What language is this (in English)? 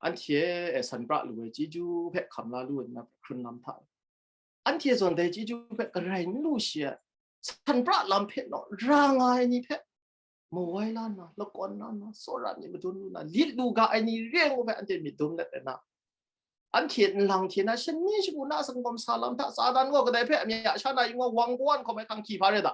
Kachin